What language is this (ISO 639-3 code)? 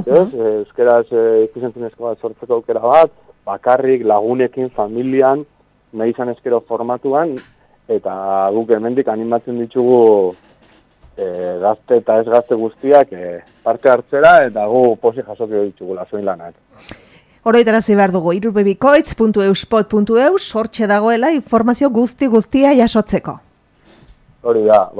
eus